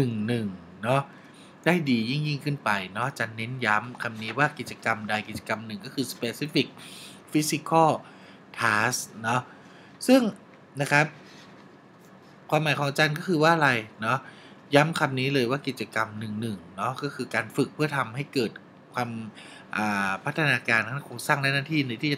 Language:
Thai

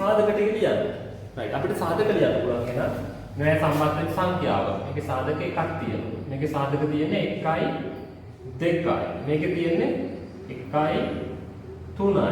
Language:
Sinhala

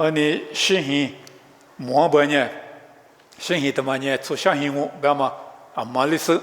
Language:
Lisu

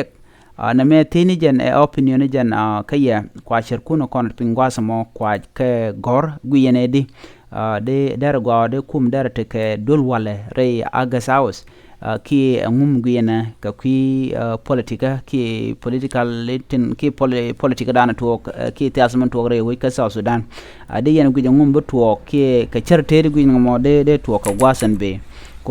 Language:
Nuer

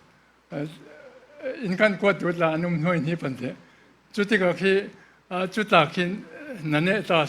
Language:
Falam Chin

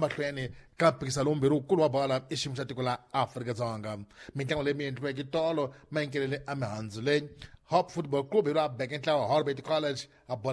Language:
Tsonga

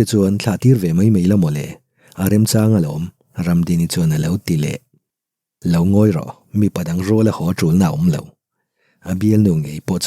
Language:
Mizo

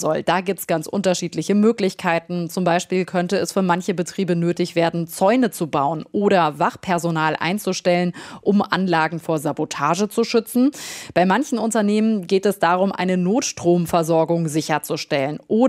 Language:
German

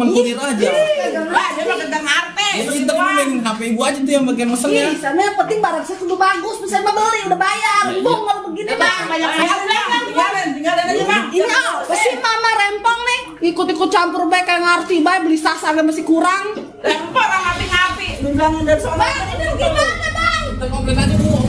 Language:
Betawi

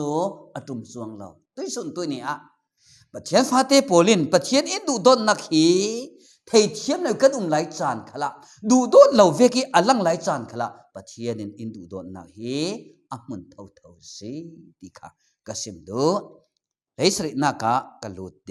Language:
Falam Chin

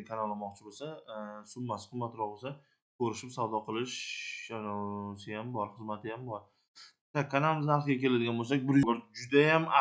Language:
Uzbek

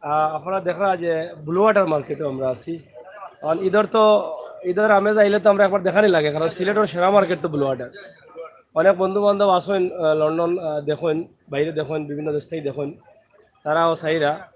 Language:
Sylheti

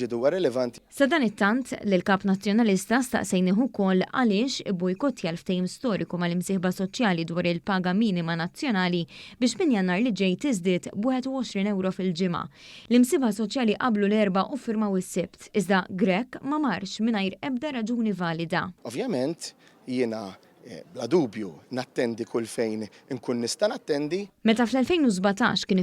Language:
Maltese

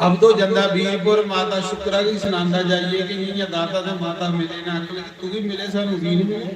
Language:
Dogri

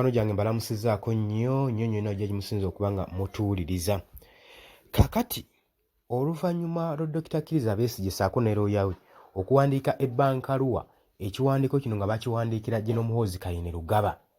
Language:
Ganda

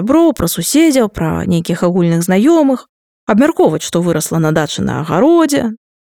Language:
Belarusian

